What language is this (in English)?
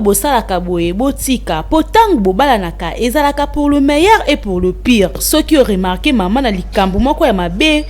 Lingala